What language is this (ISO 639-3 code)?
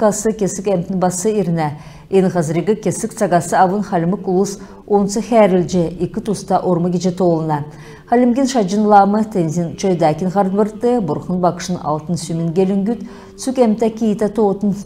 xal